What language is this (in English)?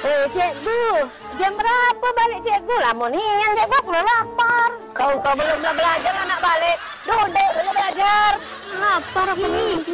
Musi